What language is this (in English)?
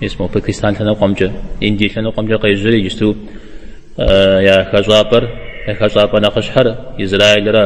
Kabardian